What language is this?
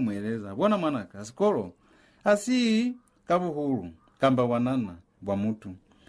Lozi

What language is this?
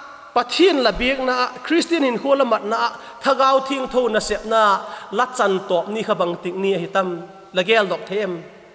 Vaiphei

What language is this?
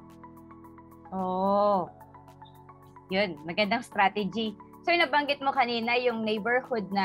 Filipino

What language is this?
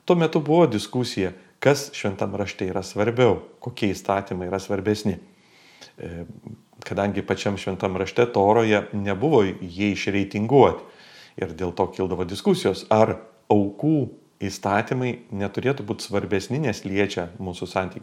Lithuanian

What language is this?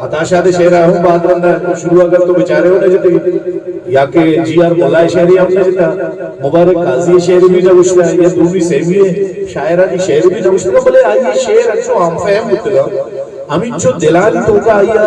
Eastern Balochi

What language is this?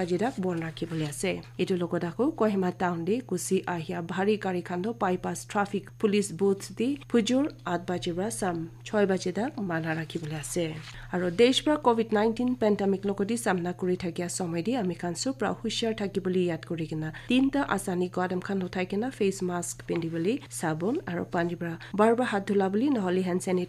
Naga Pidgin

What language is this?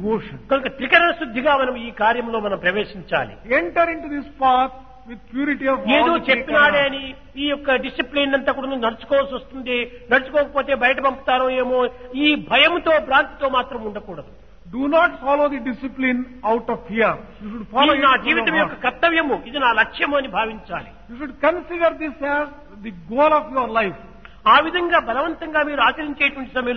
Telugu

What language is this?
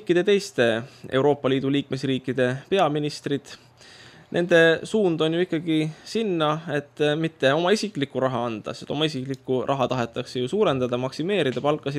Estonian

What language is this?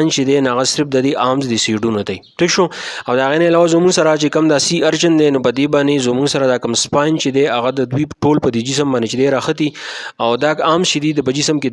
Pashto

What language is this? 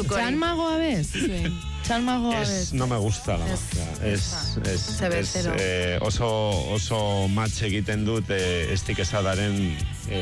Basque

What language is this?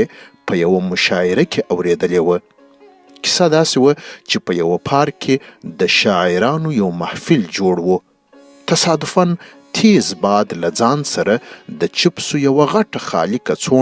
Pashto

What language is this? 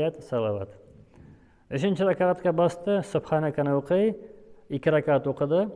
Tatar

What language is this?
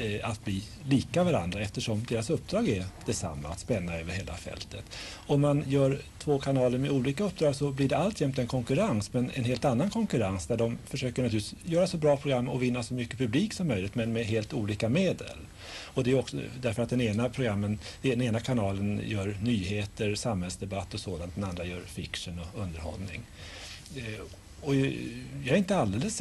Swedish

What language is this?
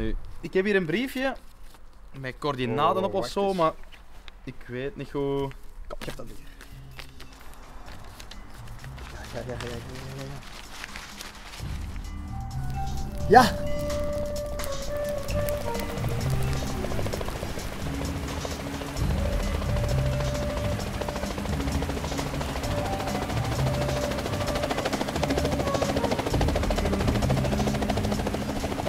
Dutch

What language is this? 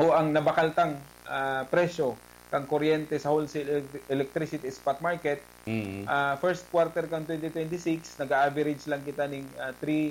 Bikol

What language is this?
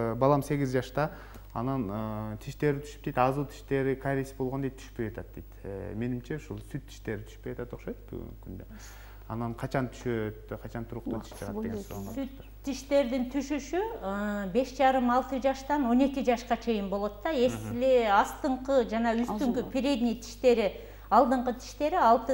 Kyrgyz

